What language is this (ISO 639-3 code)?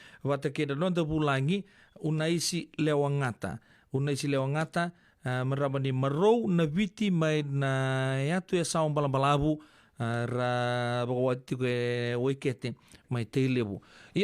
fij